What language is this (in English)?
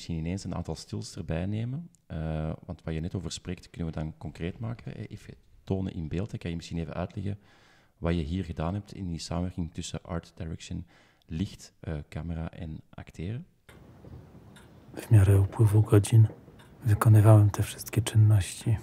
Dutch